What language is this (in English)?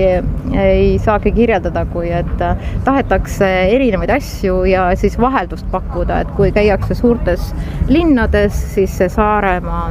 Estonian